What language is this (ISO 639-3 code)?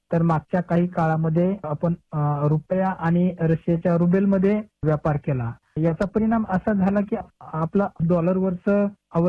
mar